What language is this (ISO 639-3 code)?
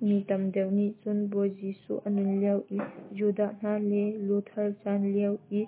cnh